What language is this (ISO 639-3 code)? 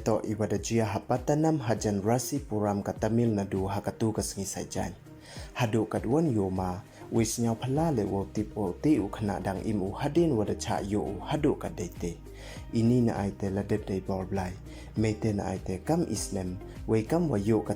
pbv